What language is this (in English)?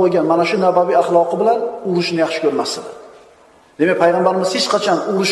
Uzbek